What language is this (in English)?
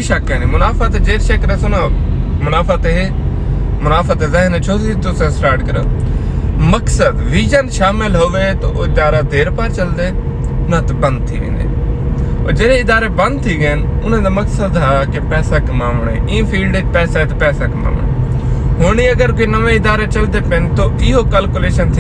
Saraiki